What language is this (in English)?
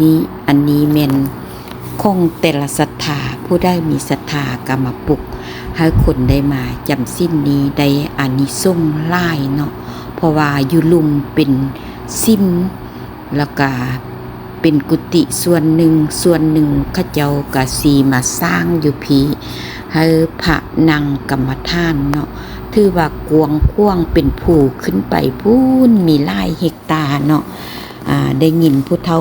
Lao